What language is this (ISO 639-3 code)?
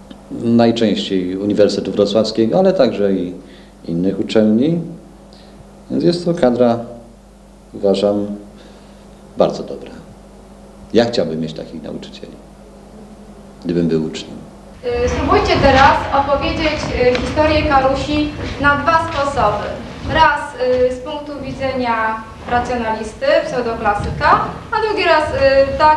pol